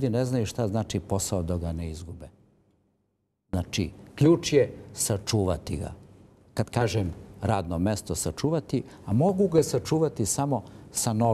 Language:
Serbian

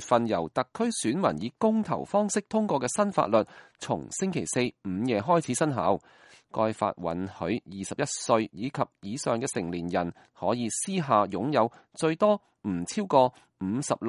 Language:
Cantonese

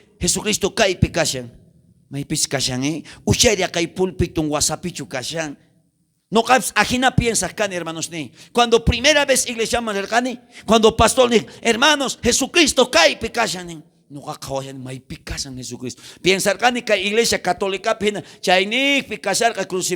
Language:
South Bolivian Quechua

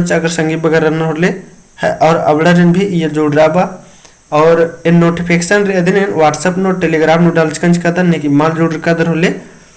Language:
Kurukh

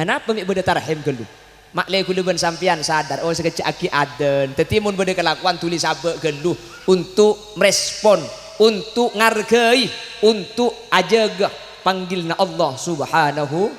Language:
Madurese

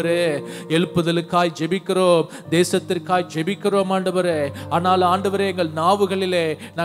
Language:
Tamil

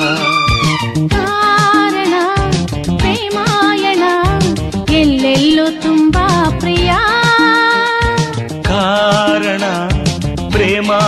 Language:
Kannada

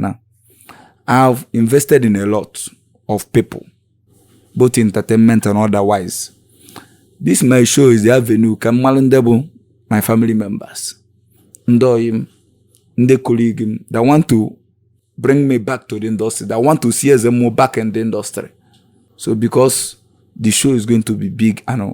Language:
Igbo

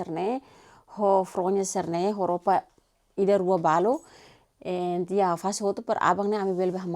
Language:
Tetum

